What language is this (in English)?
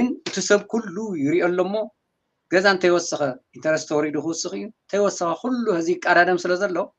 Tigrinya